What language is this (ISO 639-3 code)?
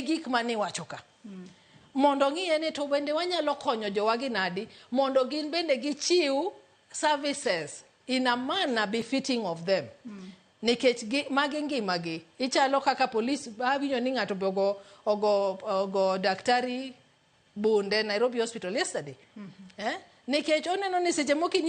luo